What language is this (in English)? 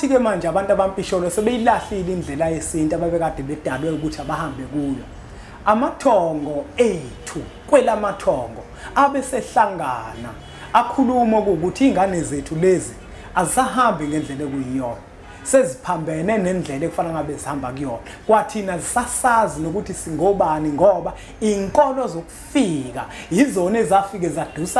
Zulu